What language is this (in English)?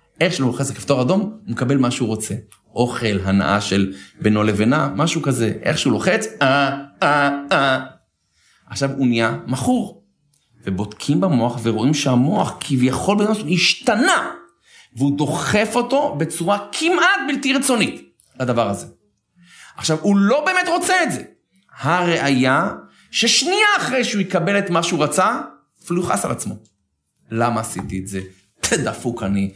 Hebrew